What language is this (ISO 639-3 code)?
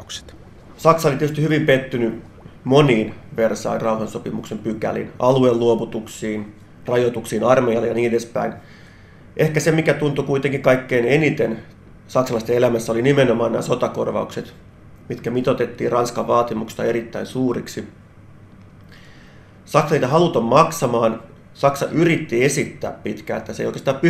fin